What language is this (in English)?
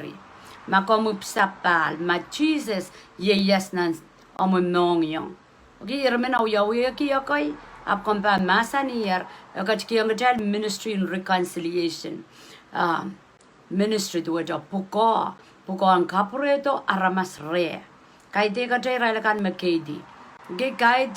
Pohnpeian